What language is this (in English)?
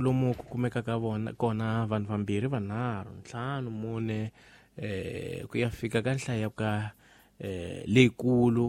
Tsonga